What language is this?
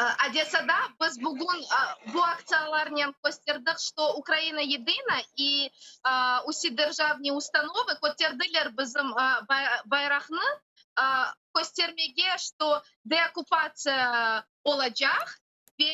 Crimean Tatar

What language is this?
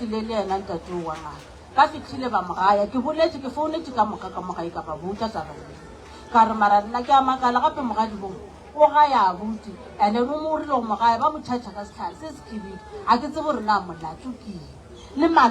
Northern Sotho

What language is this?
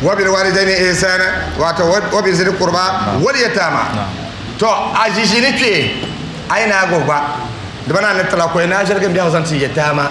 Dagbani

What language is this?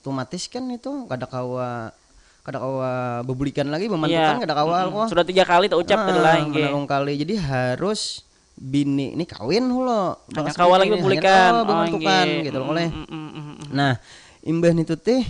Banjar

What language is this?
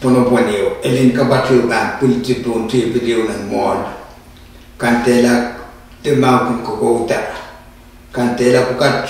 Pohnpeian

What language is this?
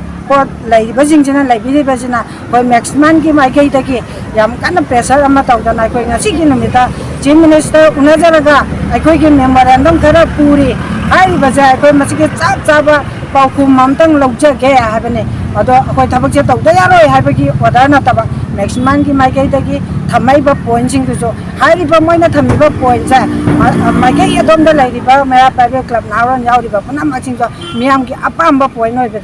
Manipuri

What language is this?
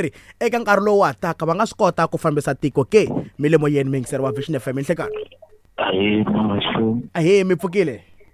Tsonga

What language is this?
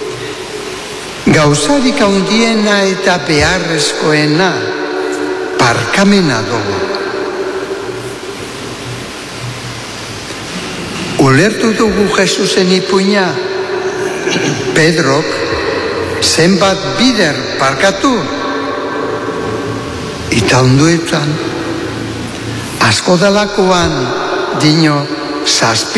Basque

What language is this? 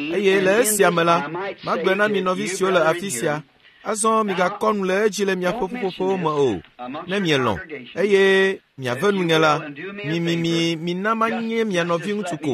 Ewe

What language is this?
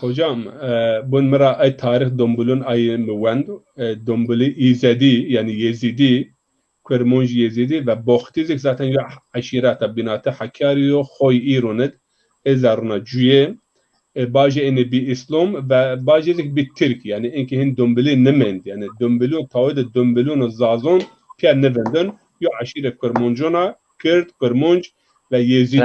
Zaza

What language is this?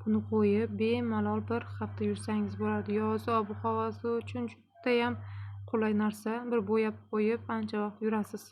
Uzbek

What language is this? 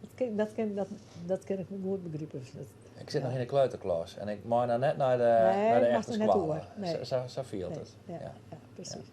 Western Frisian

